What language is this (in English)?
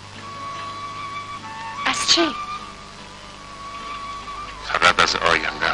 Persian